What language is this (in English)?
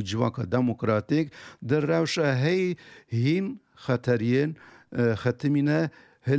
Kurdish